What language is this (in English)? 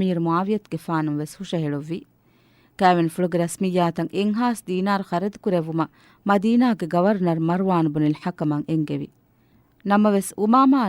Divehi